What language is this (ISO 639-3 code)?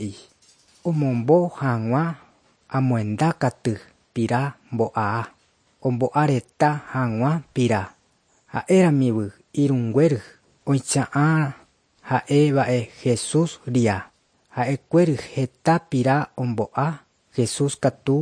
grn